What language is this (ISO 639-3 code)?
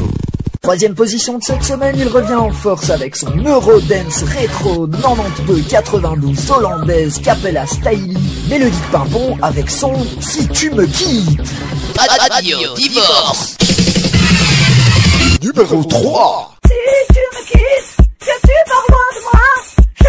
fra